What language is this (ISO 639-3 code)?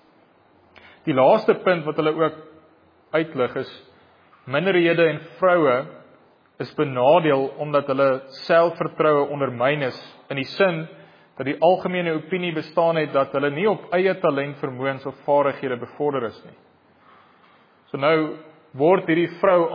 afr